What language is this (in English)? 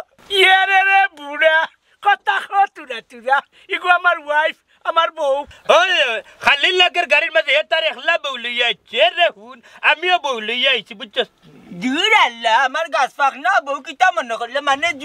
Sylheti